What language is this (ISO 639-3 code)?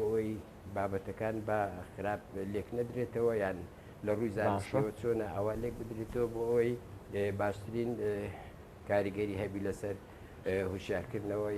ckb